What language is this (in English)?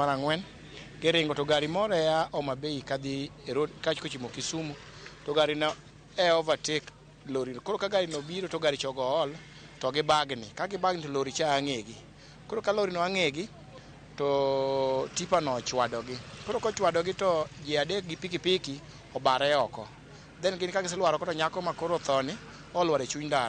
Luo (Kenya and Tanzania)